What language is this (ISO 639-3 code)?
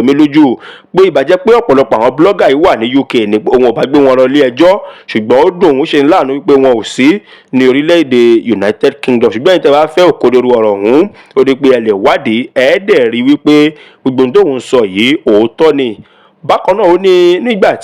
yor